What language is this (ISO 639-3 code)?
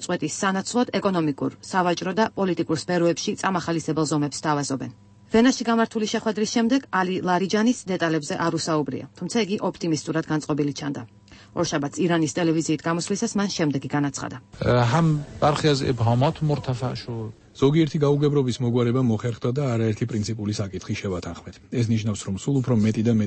kat